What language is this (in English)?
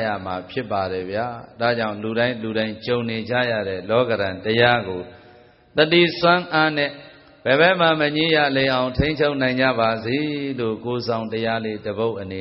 Burmese